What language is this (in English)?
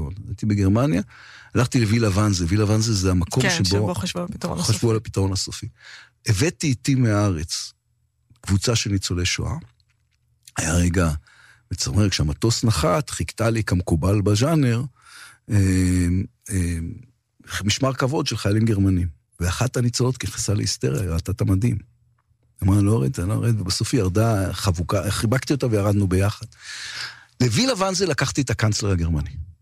Hebrew